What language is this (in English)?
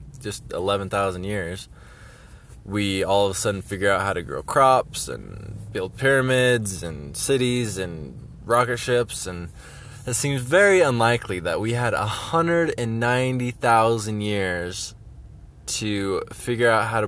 English